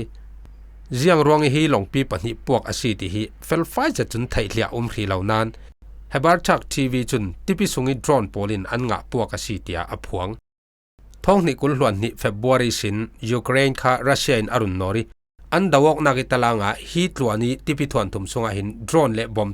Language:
Falam Chin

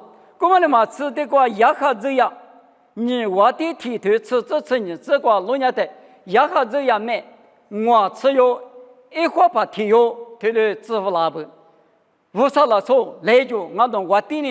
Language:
Lisu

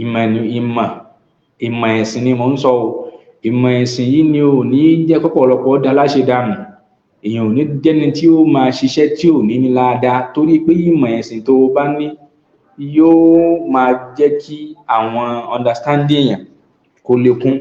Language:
Yoruba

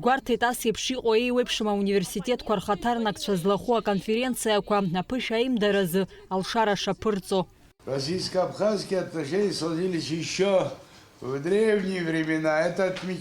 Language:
Abkhazian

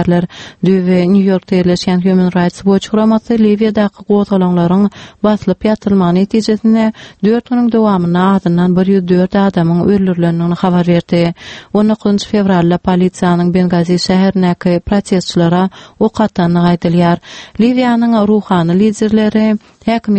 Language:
Turkmen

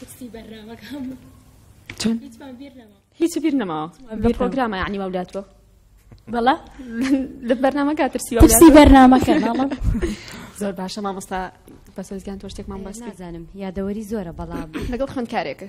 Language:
Central Kurdish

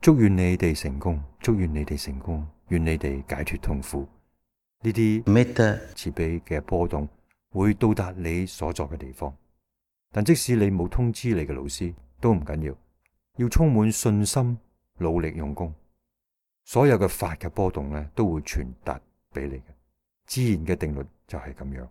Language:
Cantonese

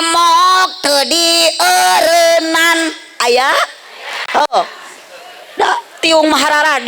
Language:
Sundanese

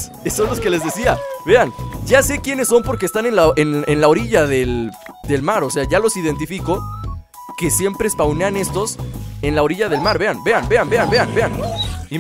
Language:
Spanish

